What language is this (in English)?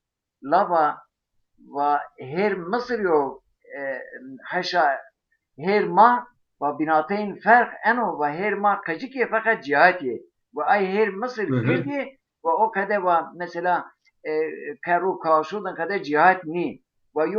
Zaza